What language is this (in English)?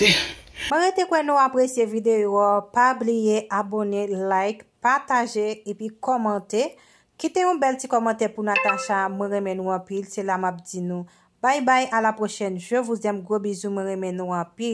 Haitian Creole